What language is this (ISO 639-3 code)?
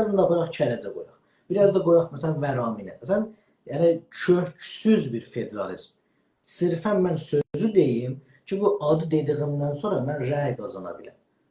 azb